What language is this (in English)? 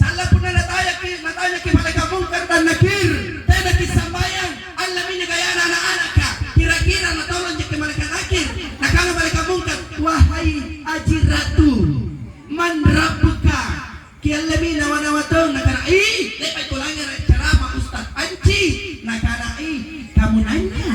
Makasar